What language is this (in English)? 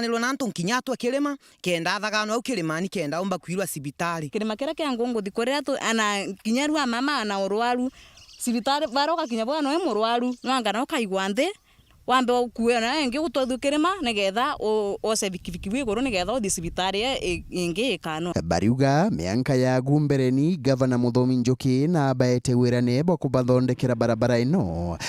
Meru